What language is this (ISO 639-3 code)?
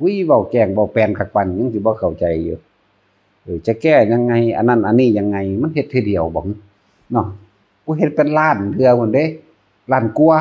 tts